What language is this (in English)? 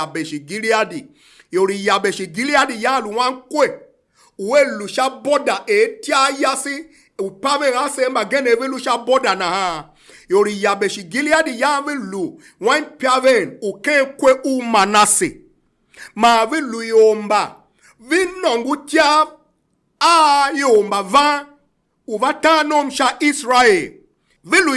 Tiv